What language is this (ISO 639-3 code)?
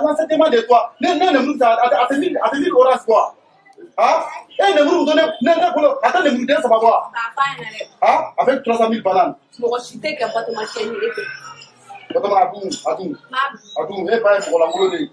bam